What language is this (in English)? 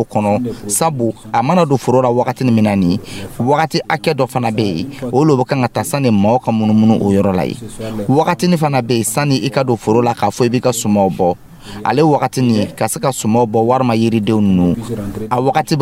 Dyula